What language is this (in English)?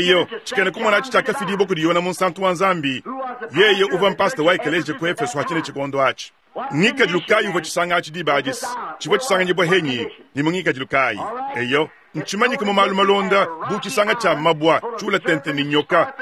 Luba-Lulua